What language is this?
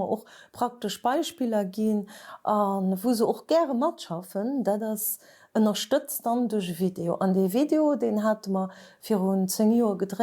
Luxembourgish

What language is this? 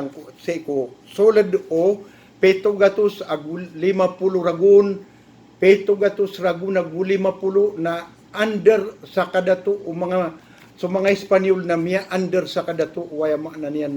Maranao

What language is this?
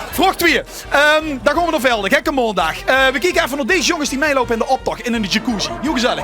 Limburgish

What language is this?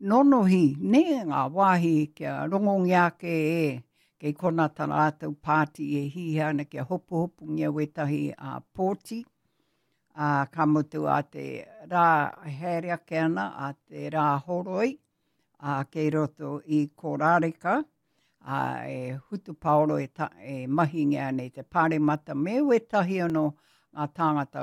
Māori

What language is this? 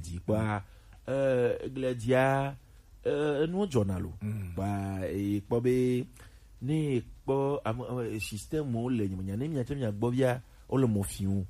Gen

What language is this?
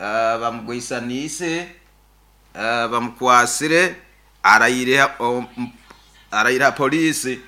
Nyoro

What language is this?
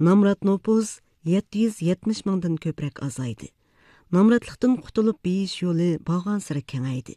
Uyghur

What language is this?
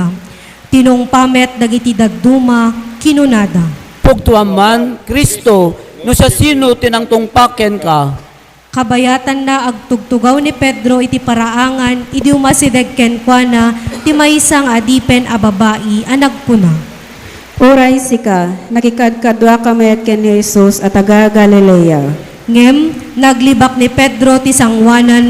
Iloko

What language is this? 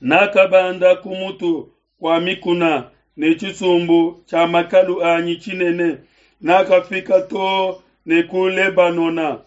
Luba-Lulua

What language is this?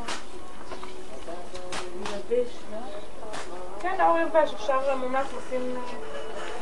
Hebrew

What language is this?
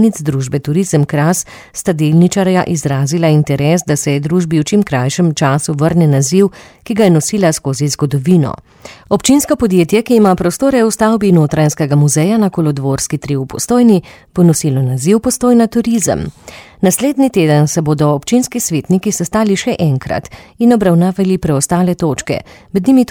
Slovenian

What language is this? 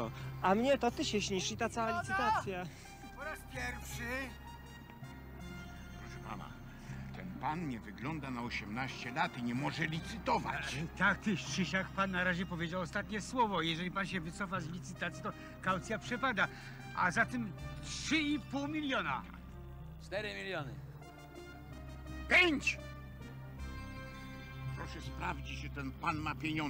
Polish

